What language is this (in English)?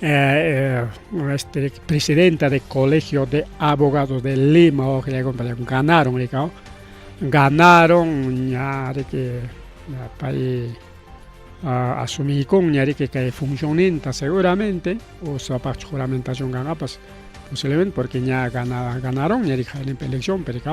Ayacucho Quechua